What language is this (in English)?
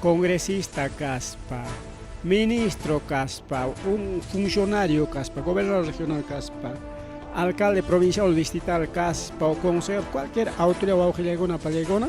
Ayacucho Quechua